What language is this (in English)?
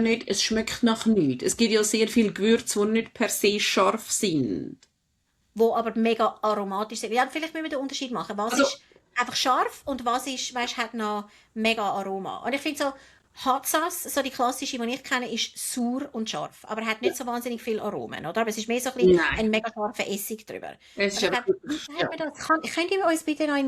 Swiss German